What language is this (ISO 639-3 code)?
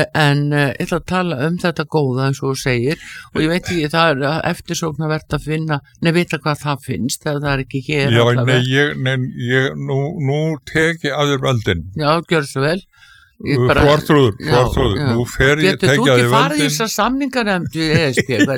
isl